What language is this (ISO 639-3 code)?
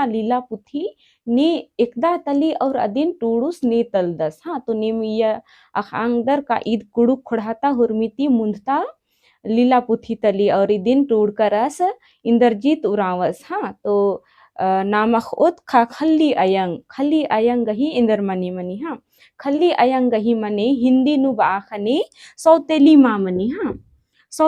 kru